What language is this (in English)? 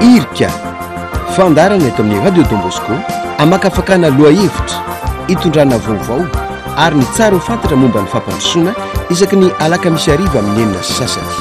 Malagasy